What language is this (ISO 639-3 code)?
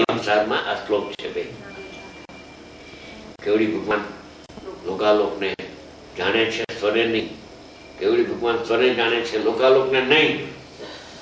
guj